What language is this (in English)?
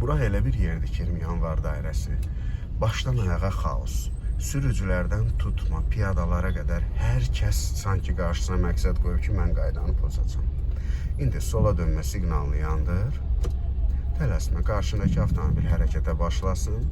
Azerbaijani